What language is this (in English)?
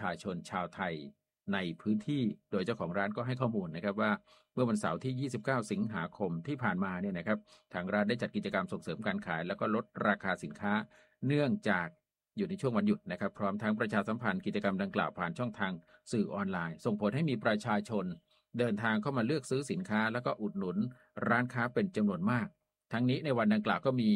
Thai